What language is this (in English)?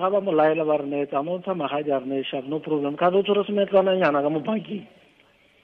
Tswana